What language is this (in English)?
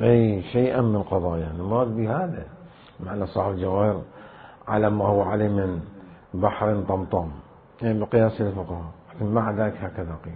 Mesopotamian Arabic